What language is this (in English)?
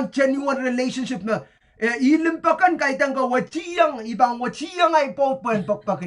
Pohnpeian